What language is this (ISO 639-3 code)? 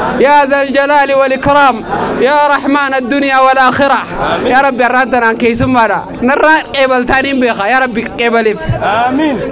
orm